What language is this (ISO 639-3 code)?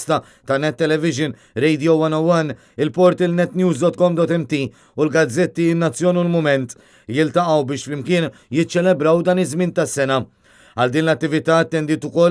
mlt